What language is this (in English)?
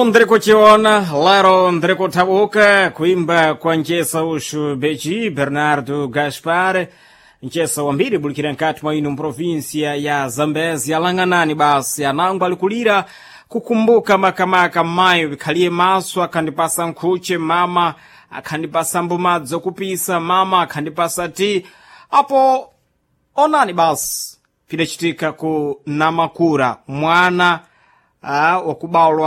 Sena